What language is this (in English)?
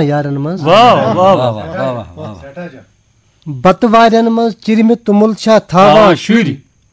Kashmiri